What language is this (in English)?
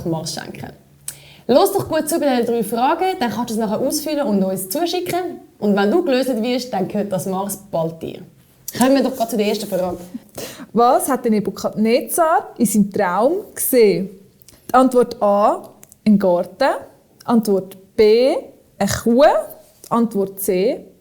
Swiss German